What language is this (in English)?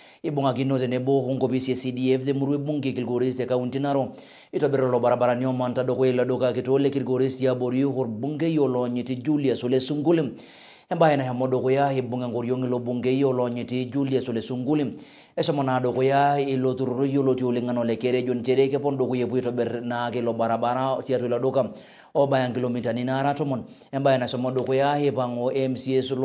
Masai